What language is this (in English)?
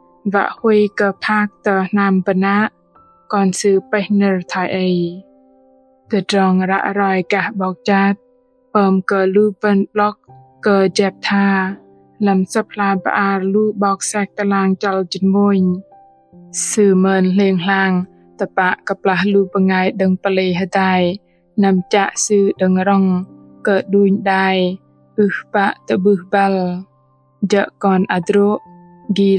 Bahnar